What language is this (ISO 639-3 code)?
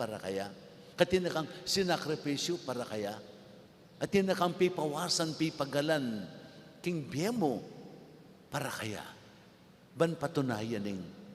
pam